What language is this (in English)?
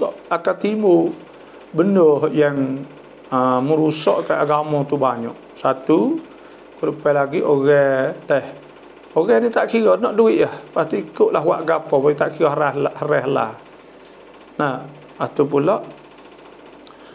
Malay